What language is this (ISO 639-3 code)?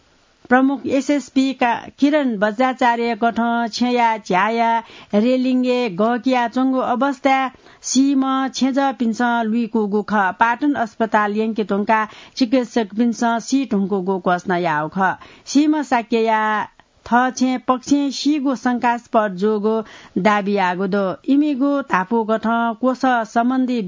new